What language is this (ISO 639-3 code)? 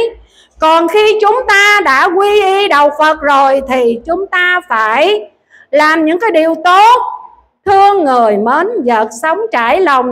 vie